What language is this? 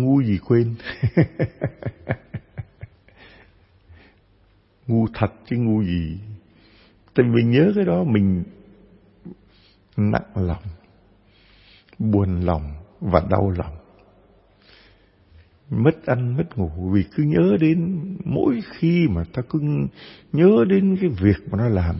Vietnamese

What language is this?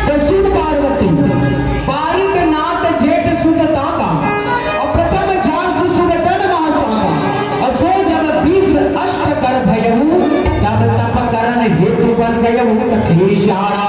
Chhattisgarhi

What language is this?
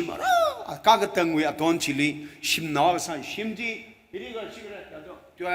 Tangkhul Naga (India)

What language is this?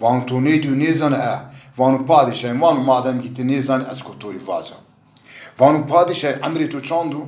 Zaza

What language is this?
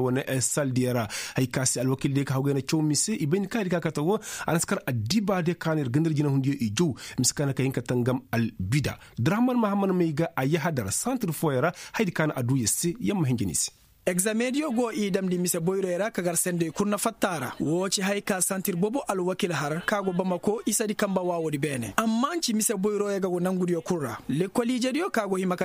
Koyraboro Senni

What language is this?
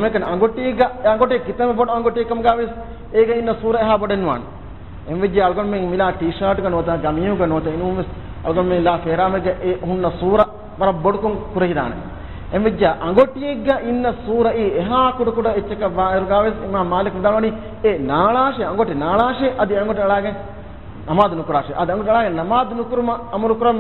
Divehi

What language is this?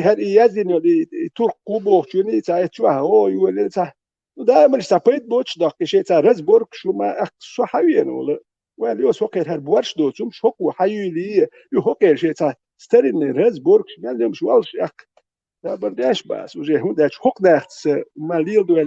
Chechen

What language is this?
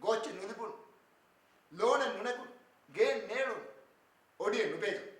Divehi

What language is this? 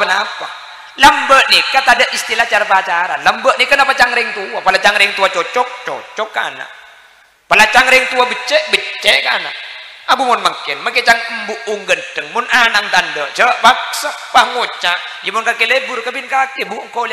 Madurese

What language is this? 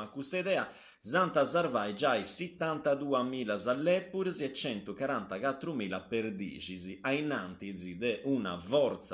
Sardinian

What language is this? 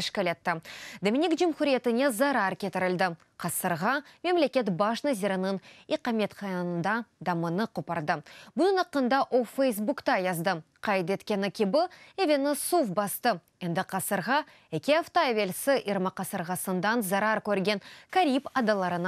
Crimean Tatar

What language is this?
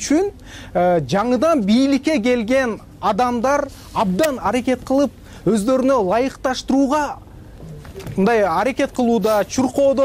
Kyrgyz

